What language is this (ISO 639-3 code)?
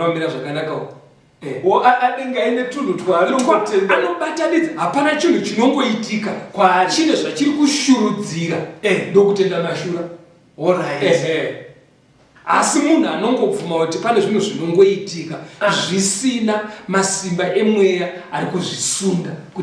sna